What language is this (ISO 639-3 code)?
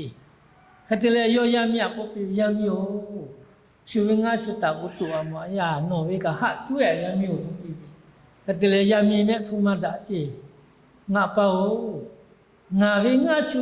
lhu